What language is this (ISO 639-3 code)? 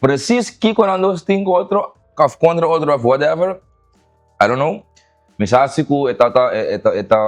pap